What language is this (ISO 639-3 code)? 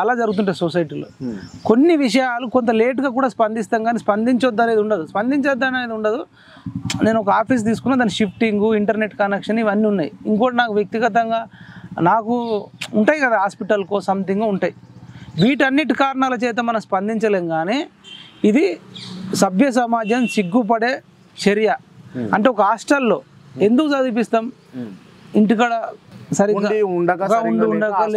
tel